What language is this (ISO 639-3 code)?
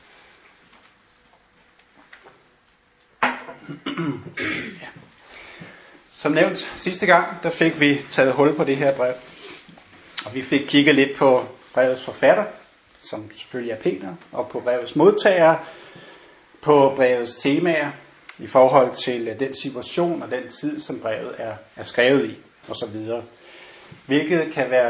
dan